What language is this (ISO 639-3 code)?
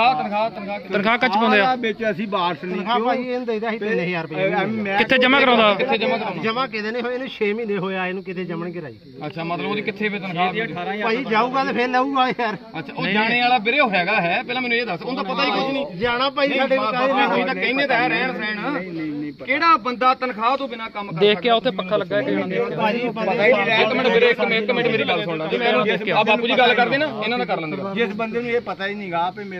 pan